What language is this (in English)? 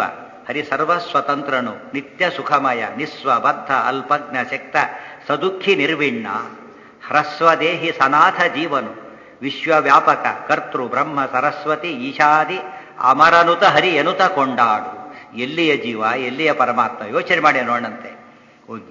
Kannada